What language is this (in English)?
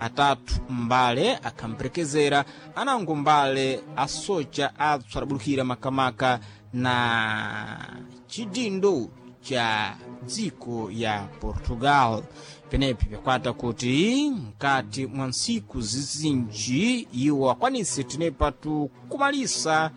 Sena